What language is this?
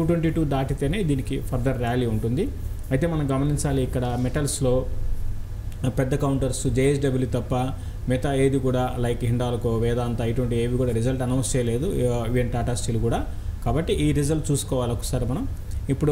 Telugu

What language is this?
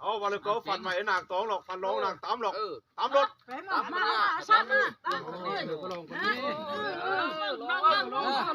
Northeastern Thai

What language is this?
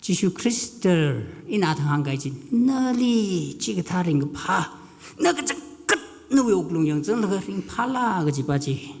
Tangkhul Naga (India)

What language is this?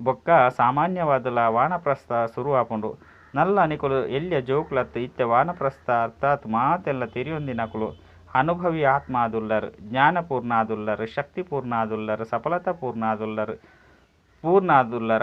Tulu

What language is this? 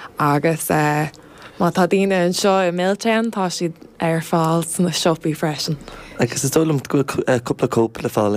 Irish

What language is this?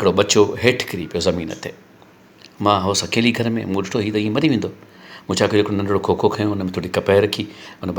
Sindhi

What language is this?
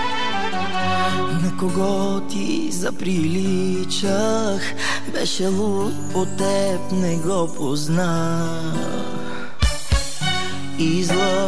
Bulgarian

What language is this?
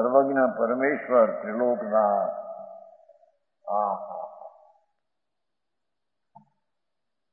Gujarati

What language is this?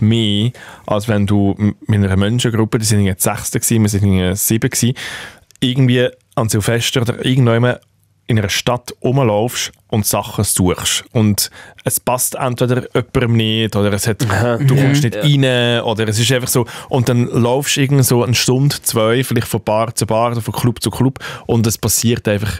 Swiss German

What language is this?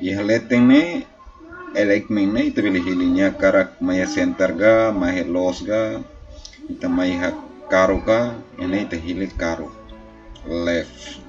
Tetum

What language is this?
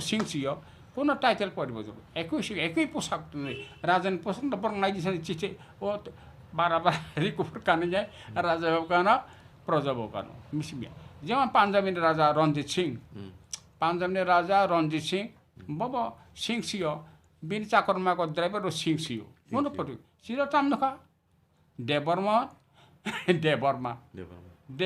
Kok Borok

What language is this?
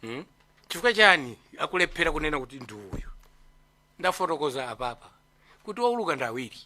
Nyanja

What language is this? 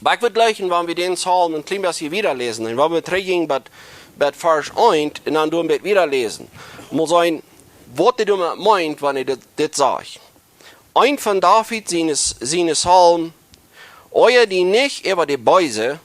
Plautdietsch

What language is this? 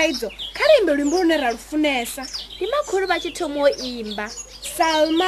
Venda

